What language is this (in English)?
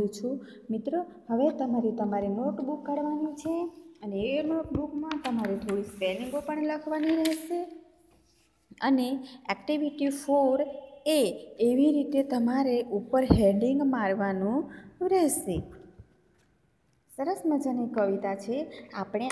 Gujarati